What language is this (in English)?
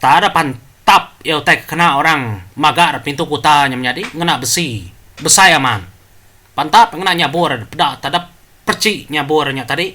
Iban